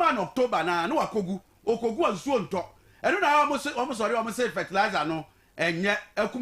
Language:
Akan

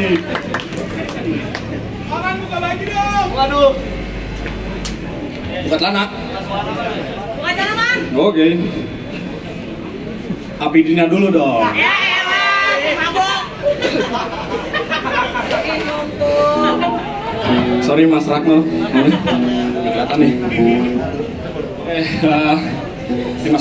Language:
Indonesian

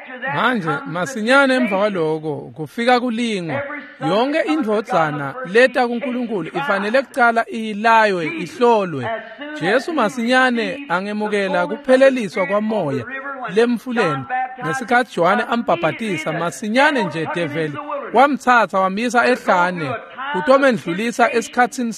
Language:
Swati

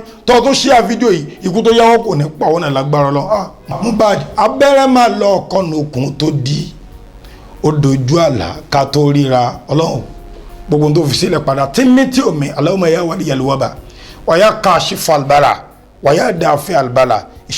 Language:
Yoruba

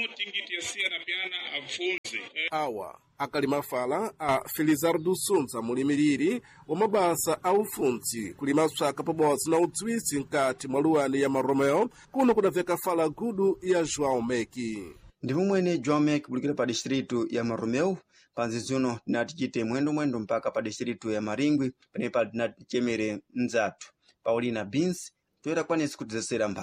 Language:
Sena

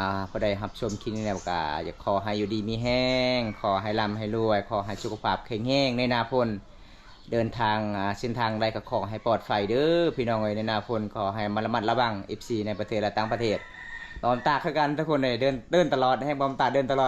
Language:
Lao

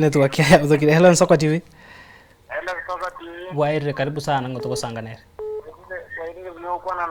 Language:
Gusii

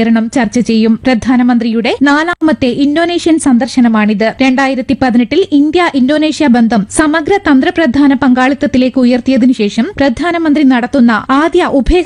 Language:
Malayalam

